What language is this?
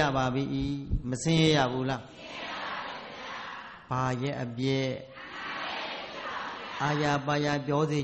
Burmese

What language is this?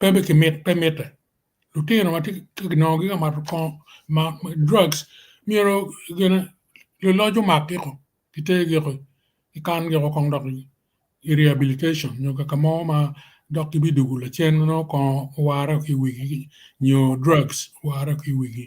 Acoli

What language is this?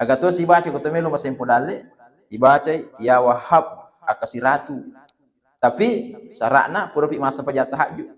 Buginese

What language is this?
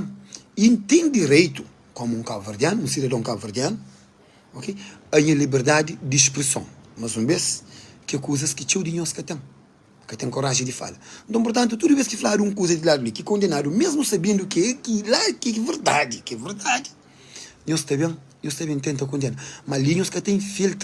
Kabuverdianu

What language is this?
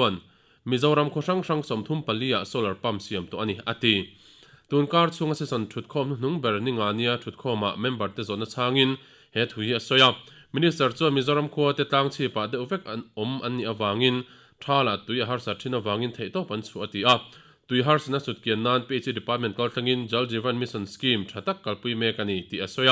Mizo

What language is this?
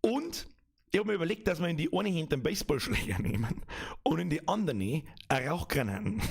Bavarian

